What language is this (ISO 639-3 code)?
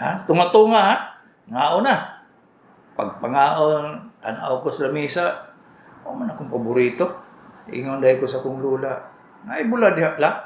ceb